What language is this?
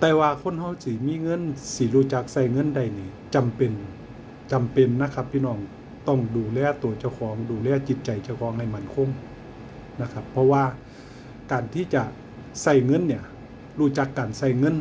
Northeastern Thai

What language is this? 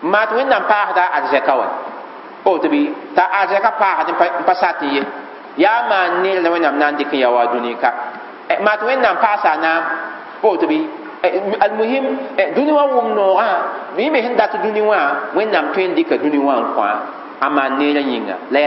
Mossi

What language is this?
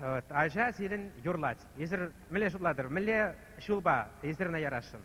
Chuvash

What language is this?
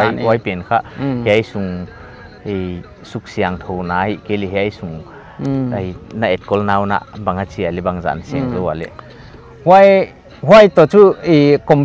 Paite Chin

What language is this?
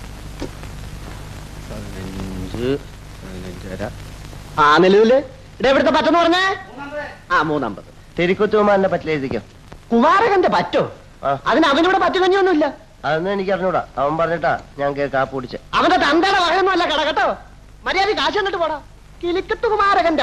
Malayalam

